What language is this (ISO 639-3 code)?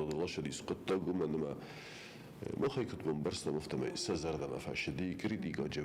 oss